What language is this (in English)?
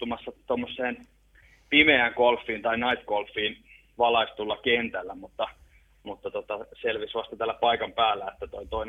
Finnish